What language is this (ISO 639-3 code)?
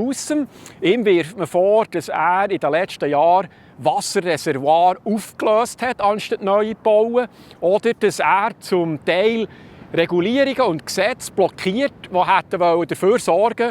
gsw